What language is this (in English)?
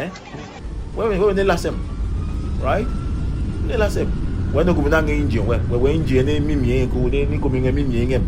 Adangme